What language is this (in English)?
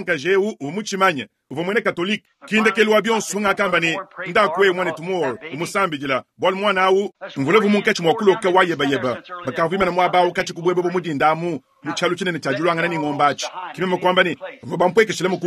Luba-Lulua